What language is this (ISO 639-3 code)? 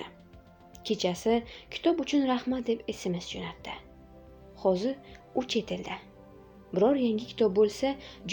uzb